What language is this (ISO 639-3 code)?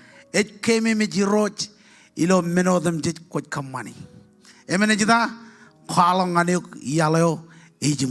mah